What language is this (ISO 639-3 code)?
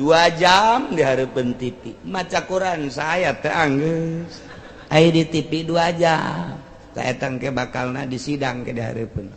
sun